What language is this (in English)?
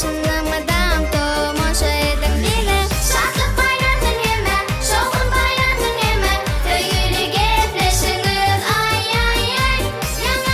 Turkmen